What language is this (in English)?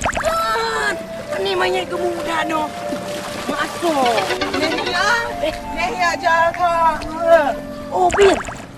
Achinese